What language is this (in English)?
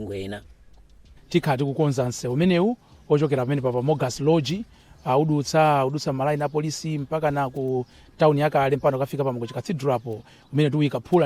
Nyanja